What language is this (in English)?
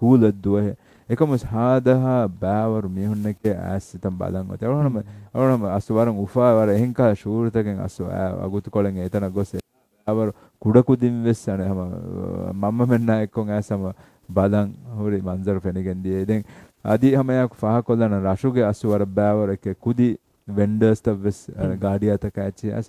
Divehi